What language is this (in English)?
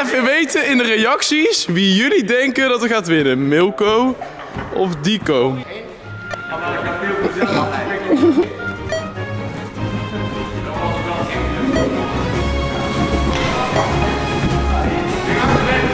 Dutch